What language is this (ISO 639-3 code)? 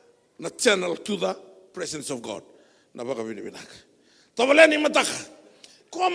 fij